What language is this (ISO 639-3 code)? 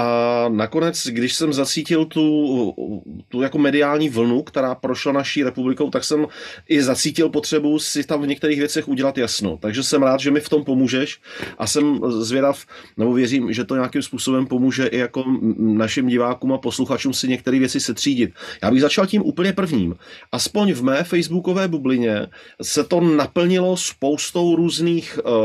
ces